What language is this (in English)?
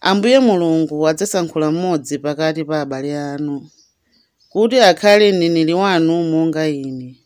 Nyanja